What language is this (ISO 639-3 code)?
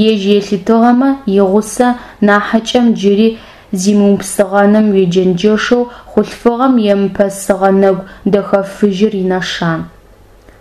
ady